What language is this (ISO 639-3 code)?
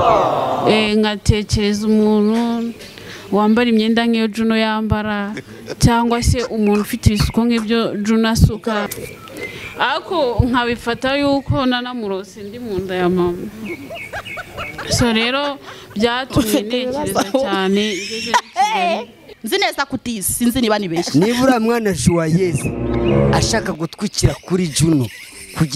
kin